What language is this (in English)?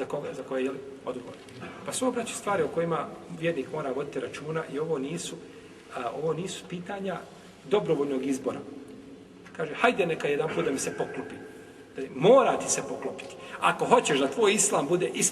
Bosnian